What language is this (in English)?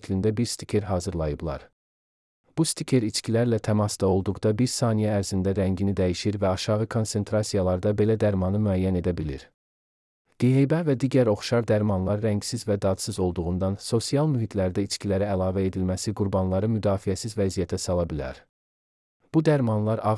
Azerbaijani